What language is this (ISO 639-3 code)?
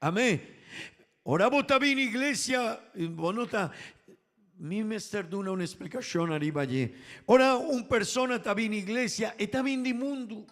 pap